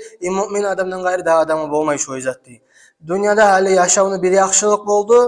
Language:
Kumyk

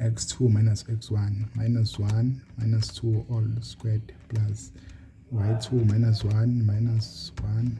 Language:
Zulu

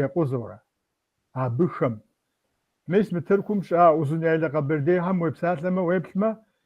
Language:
Kabardian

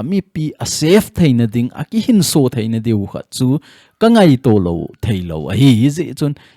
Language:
Thado Chin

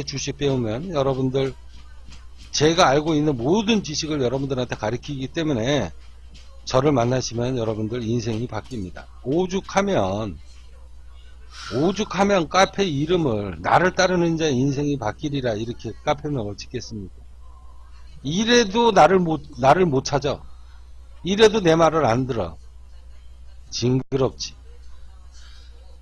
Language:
Korean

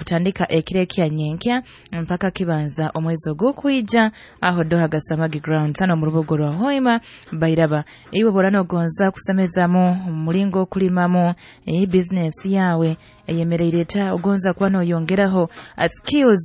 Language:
Nyoro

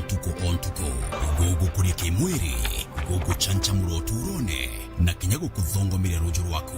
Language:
Meru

